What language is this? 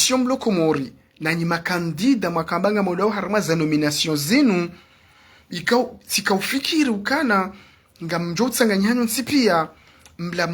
Ngazidja Comorian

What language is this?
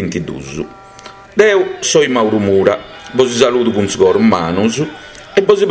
Sardinian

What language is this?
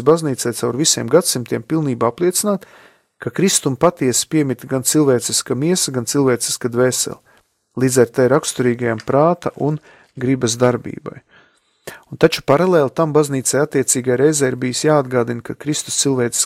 Latvian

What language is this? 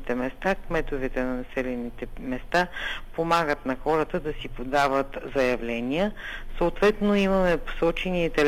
Bulgarian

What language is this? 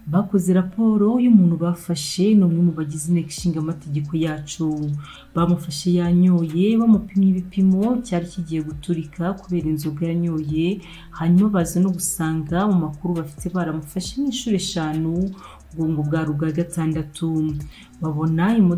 Kinyarwanda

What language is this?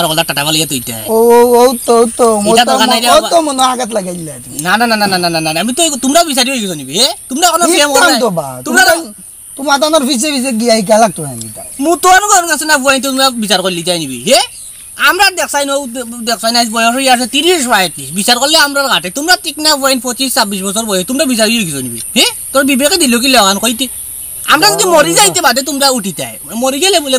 Sylheti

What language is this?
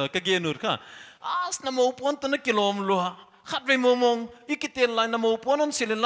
Paite Chin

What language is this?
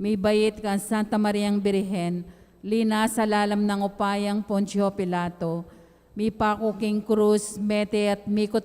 Pampanga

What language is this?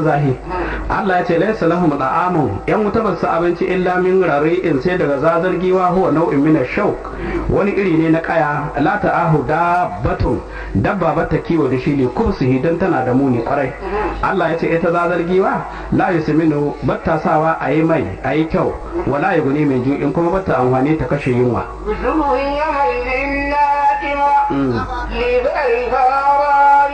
Hausa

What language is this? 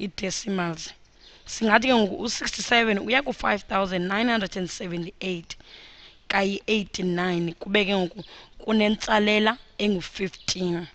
Xhosa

